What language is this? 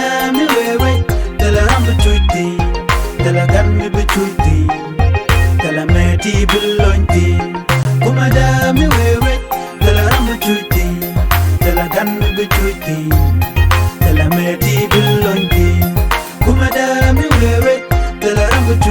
Nuer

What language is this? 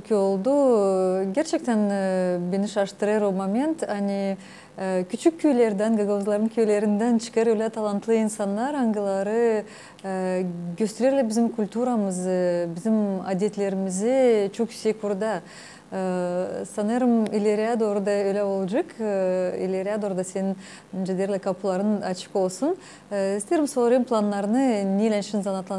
Gagauz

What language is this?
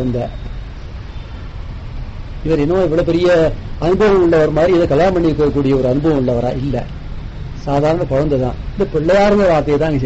Tamil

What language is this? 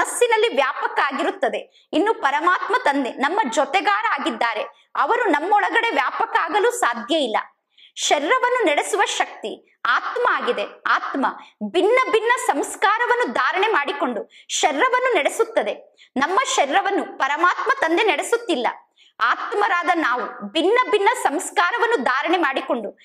Kannada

